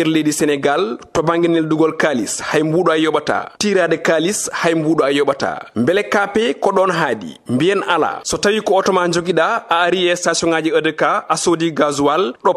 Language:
Fula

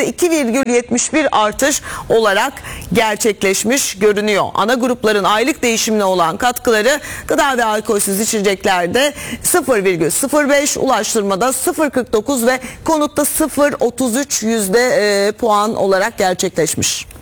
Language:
Turkish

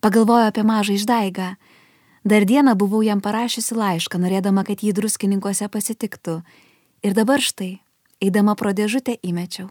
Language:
Lithuanian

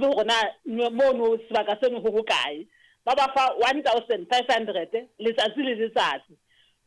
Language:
Southern Sotho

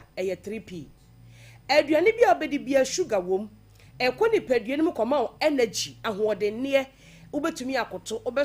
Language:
Akan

